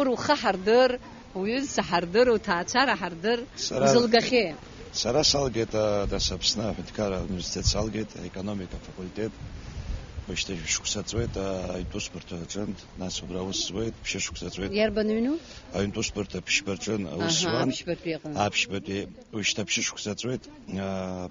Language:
Abkhazian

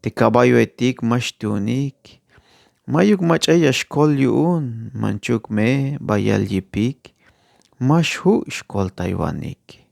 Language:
Tzeltal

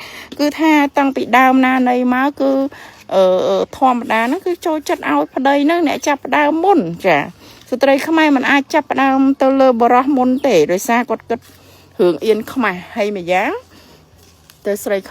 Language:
Khmer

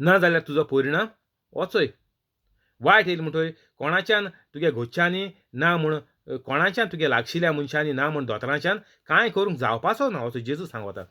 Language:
Konkani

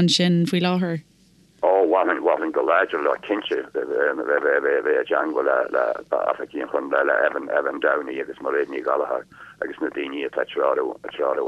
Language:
Irish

